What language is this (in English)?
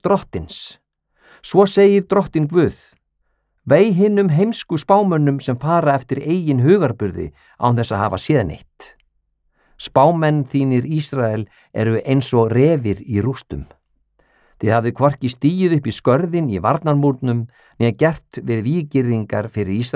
Icelandic